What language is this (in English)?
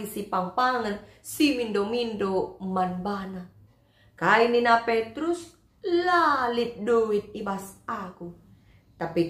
Batak Karo